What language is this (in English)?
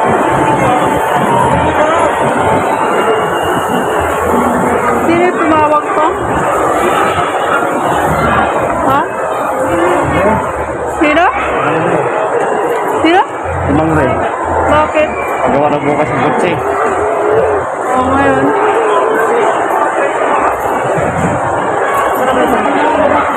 Filipino